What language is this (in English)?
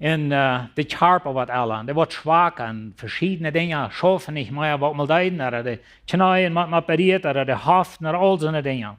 Plautdietsch